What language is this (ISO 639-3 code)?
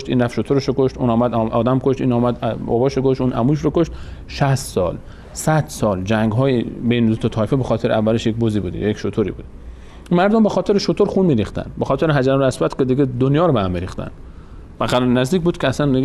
fas